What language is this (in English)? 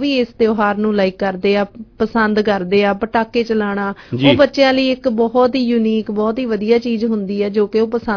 Punjabi